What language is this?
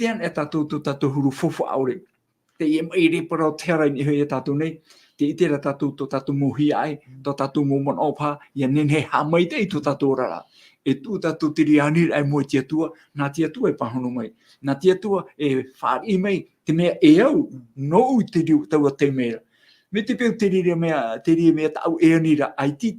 Tahitian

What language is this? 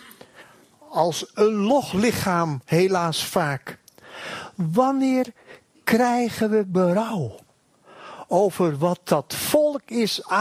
Dutch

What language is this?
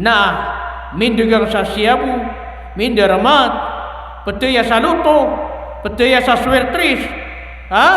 Maranao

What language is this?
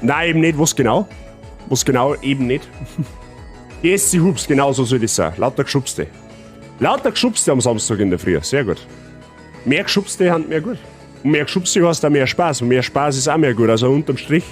Bavarian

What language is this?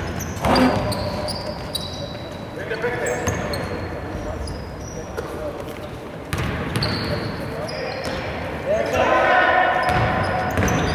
Greek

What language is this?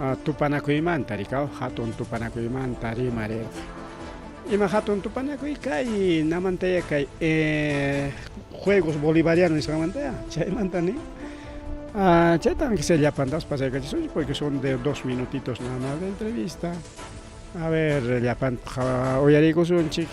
Ayacucho Quechua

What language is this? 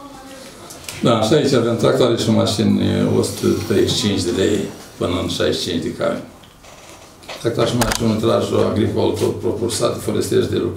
Romanian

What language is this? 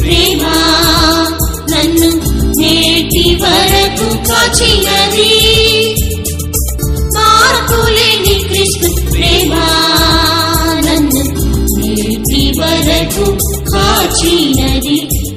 Telugu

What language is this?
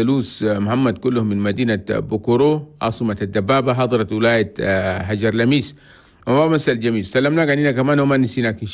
Chadian Arabic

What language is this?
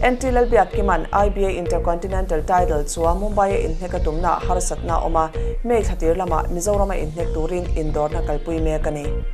Mizo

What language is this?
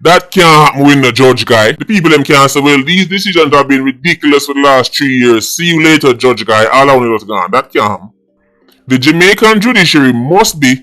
Jamaican Creole English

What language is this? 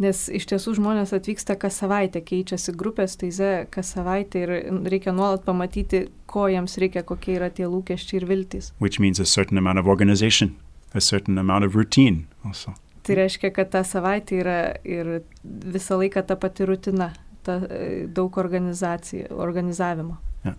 Lithuanian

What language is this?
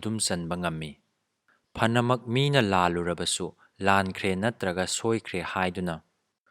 Manipuri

